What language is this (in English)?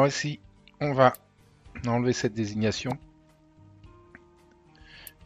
French